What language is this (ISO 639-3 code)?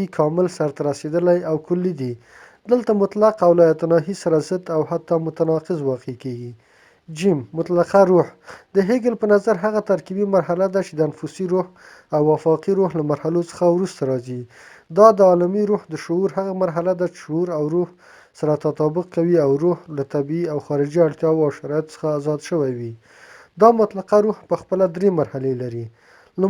pus